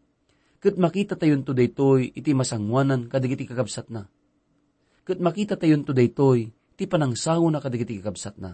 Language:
Iloko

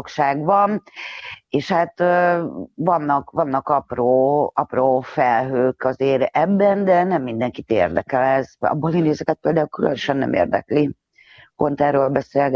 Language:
Hungarian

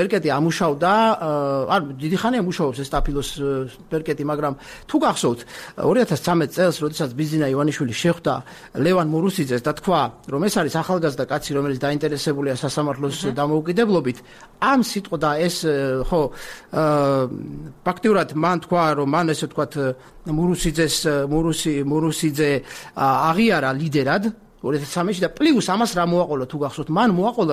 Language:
Georgian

